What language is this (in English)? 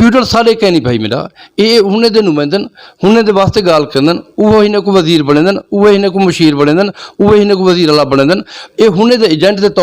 Saraiki